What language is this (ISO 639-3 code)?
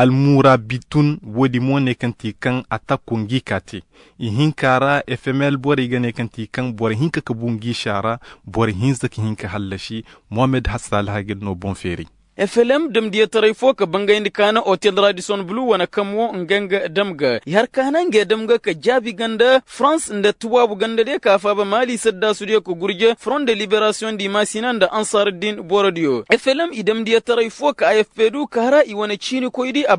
ses